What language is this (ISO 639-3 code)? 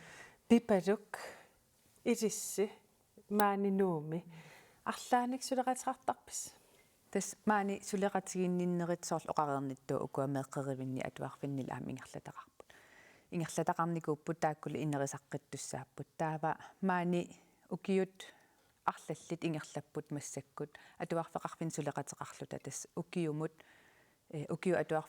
kal